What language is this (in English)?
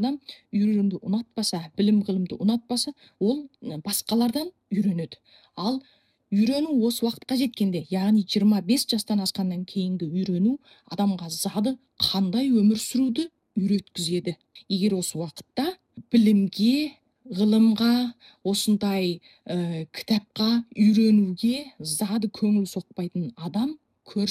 Kazakh